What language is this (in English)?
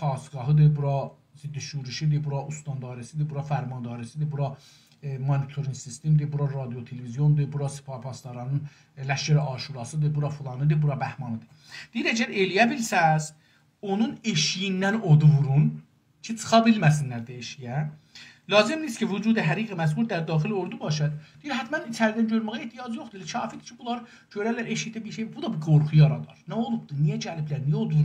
South Azerbaijani